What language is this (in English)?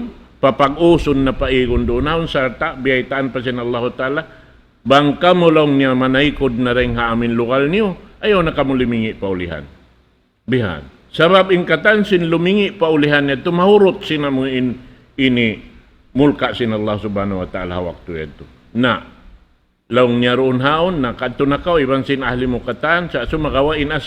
Tausug